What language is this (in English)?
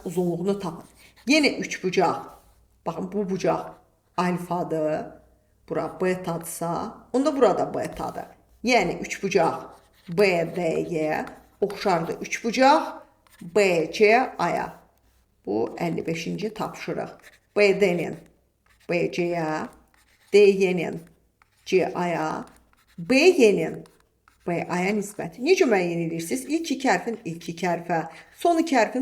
Azerbaijani